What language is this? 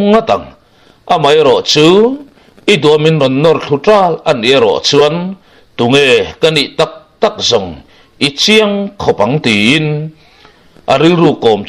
Mizo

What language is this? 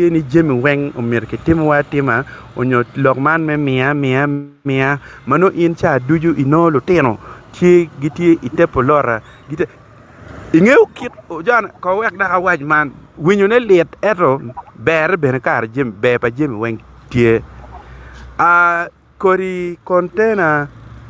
Acoli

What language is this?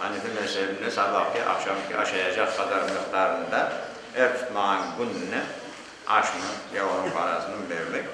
Crimean Tatar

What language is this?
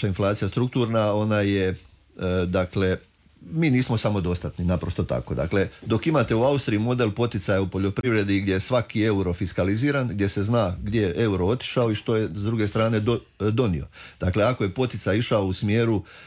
Croatian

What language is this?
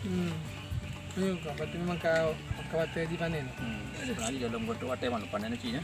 Achinese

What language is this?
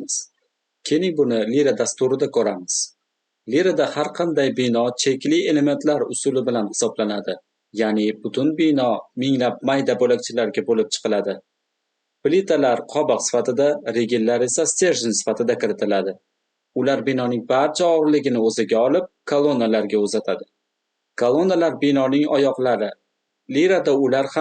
Uzbek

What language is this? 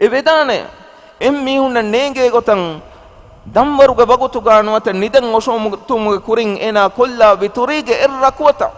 Divehi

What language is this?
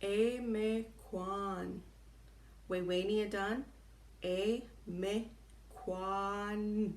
Chippewa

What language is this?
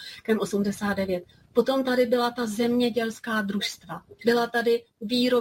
Czech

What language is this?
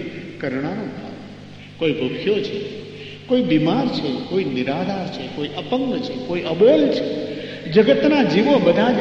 Gujarati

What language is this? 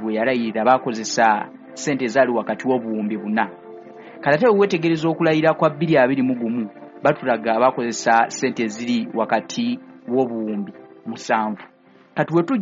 Ganda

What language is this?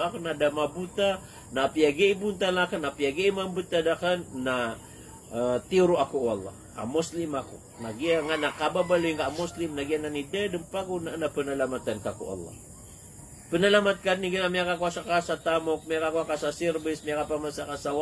Maranao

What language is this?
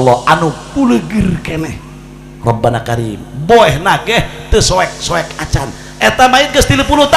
Sundanese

